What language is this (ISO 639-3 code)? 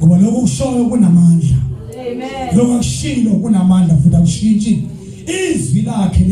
zul